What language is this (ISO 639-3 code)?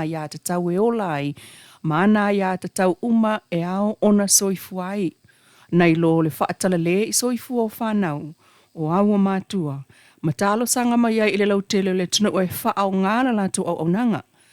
smo